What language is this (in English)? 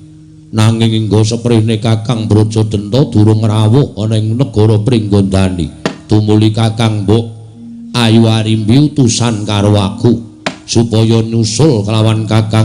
Javanese